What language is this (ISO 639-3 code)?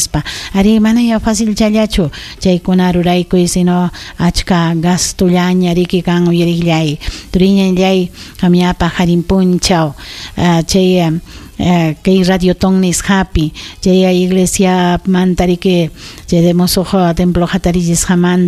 quy